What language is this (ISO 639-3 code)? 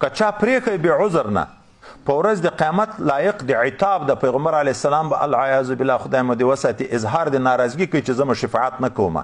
pus